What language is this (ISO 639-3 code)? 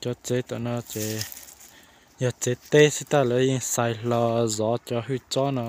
hmn